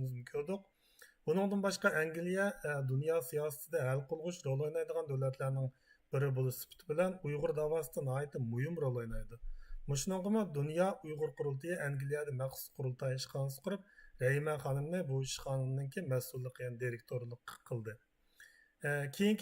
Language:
Uyghur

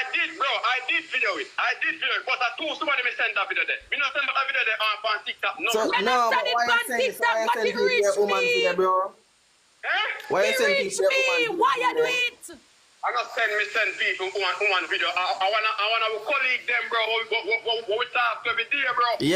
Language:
Jamaican Creole English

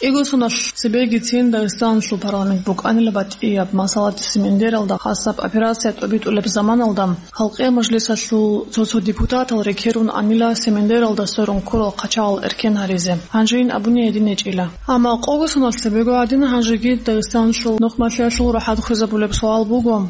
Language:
Avaric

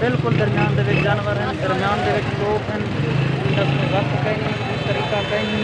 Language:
Saraiki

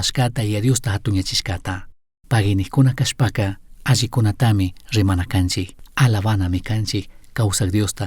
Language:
Chimborazo Highland Quichua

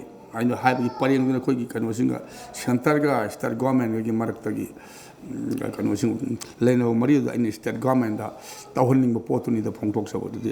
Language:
Manipuri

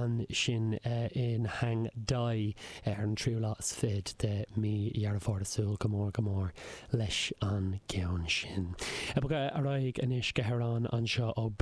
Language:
Irish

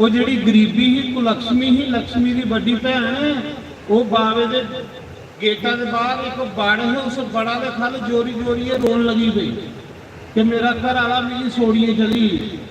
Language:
Dogri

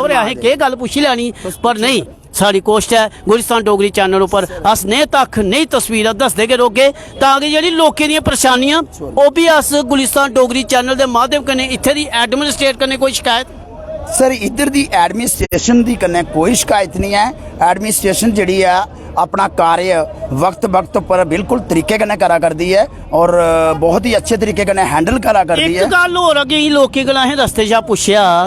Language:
Dogri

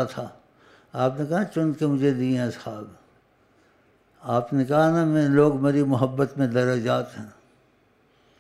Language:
Urdu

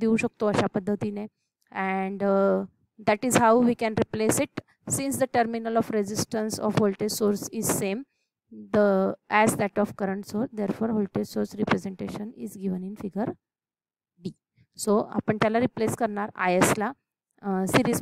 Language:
Marathi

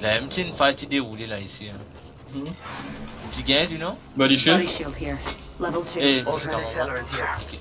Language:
Morisyen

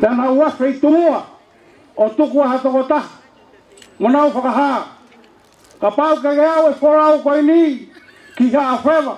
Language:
Tongan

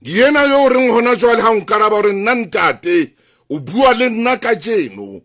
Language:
Southern Sotho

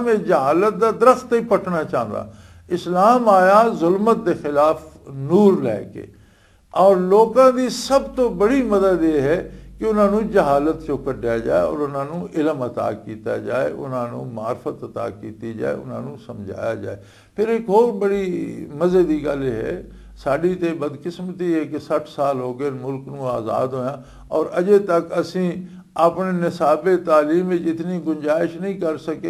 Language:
Western Panjabi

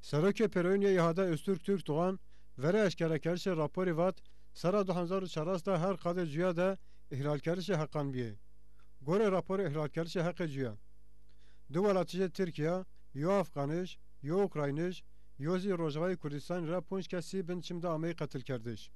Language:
Zaza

